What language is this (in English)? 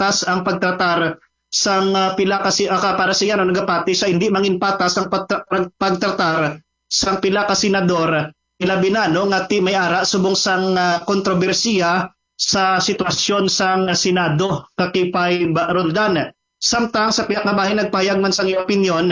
Hiligaynon